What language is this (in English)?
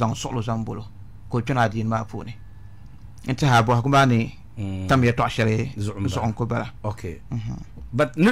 Dagbani